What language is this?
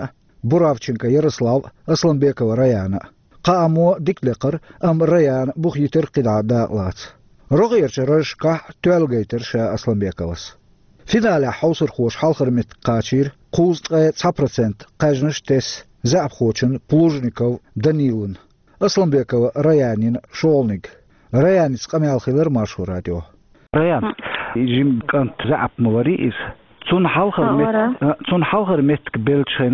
Chechen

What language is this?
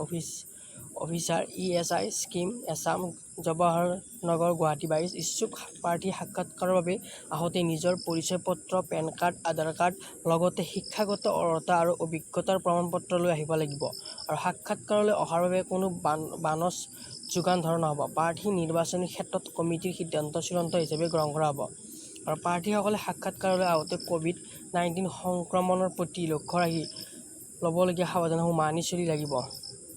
Assamese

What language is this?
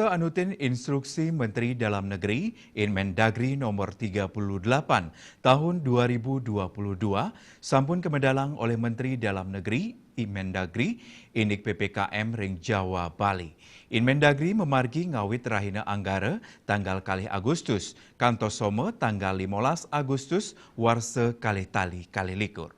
Balinese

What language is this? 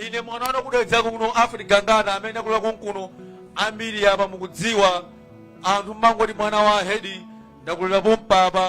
Nyanja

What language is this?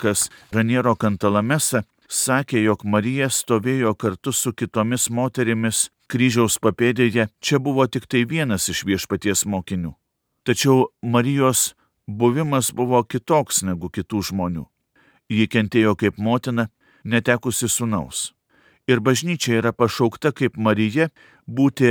Lithuanian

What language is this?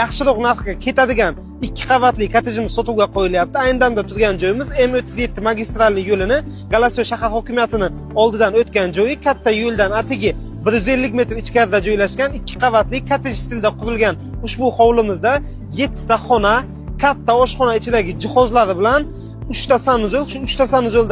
Uzbek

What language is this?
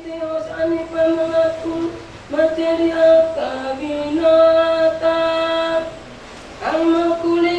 Batak Toba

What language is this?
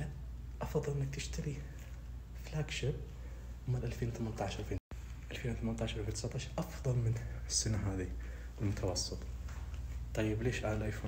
Najdi Arabic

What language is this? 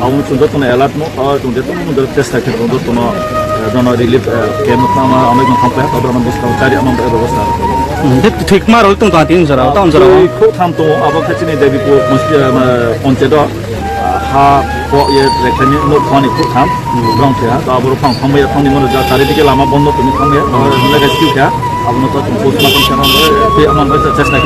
Riang (India)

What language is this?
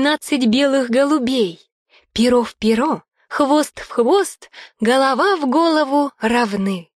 Russian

